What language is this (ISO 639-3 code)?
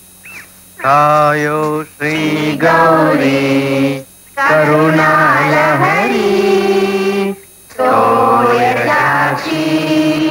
kan